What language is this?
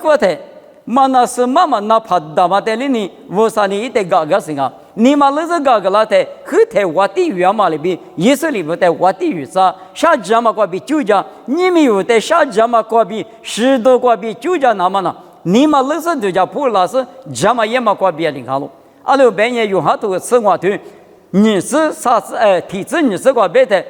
Lisu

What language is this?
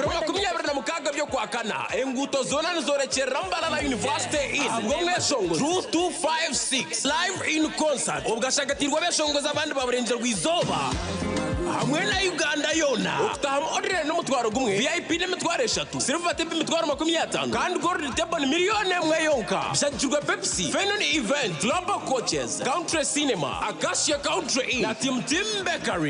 Nyankole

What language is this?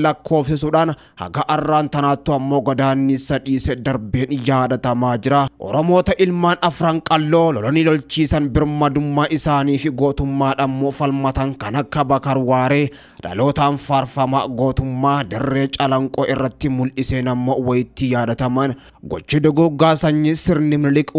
Oromo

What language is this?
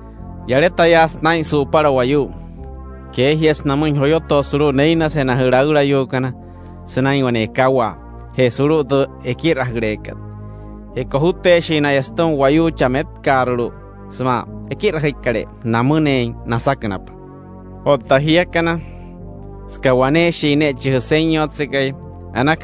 Wayuu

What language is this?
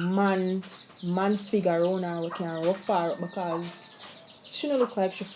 Jamaican Creole English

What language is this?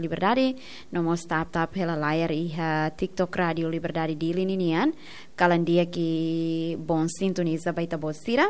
Tetum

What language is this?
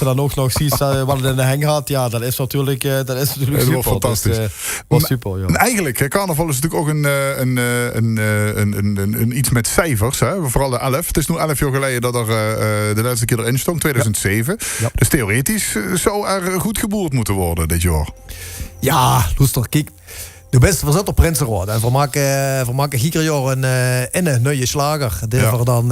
Limburgish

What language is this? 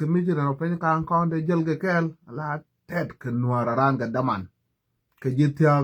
Nuer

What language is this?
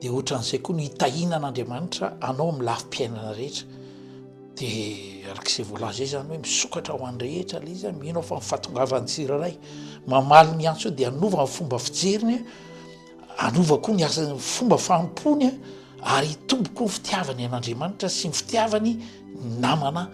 Malagasy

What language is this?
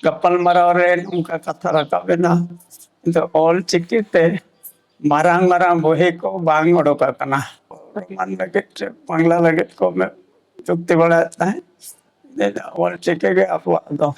Santali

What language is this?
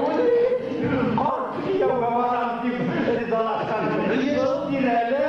Bashkir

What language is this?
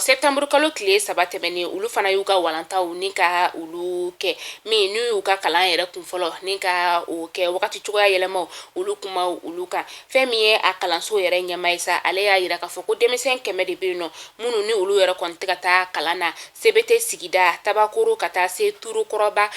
Bambara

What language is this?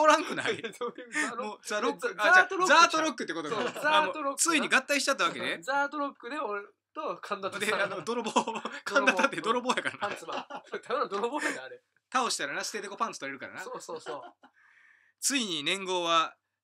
Japanese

